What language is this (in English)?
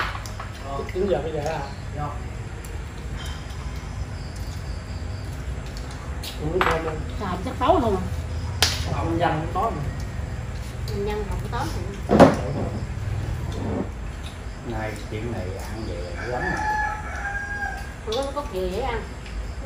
Vietnamese